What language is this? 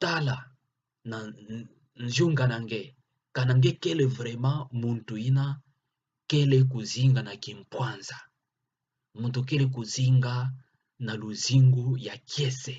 Kituba (Democratic Republic of Congo)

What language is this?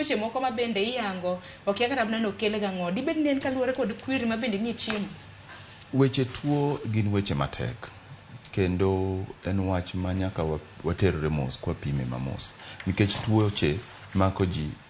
Luo (Kenya and Tanzania)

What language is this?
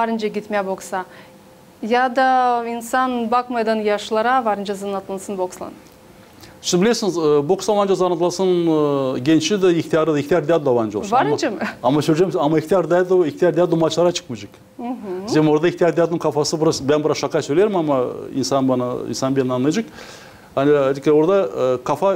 Gagauz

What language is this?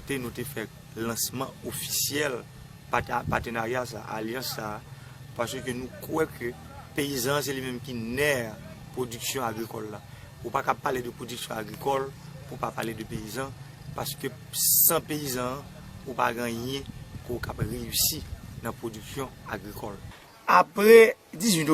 Haitian Creole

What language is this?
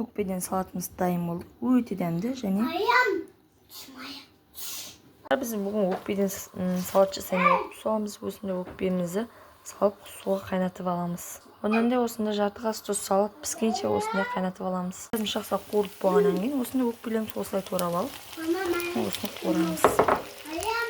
Kazakh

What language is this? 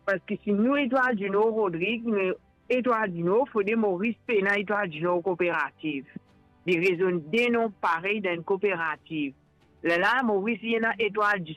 Morisyen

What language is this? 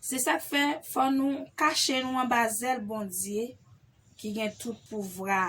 Haitian Creole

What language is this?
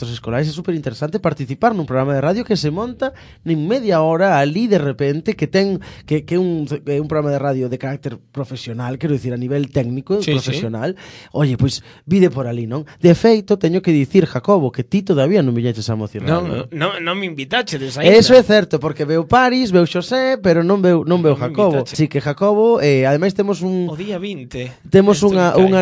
Galician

